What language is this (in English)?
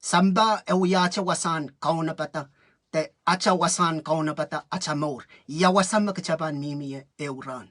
Pohnpeian